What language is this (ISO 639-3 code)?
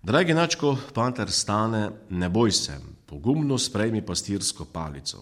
slv